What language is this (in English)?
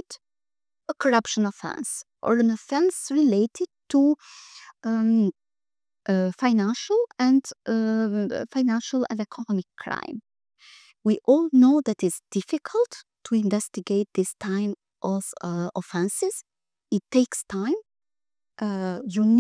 English